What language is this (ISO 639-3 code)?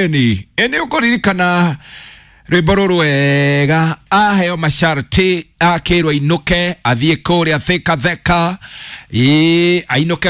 kik